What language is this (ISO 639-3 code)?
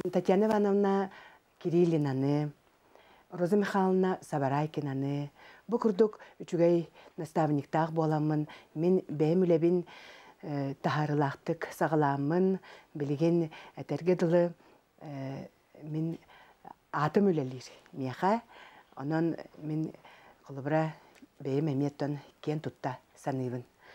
sah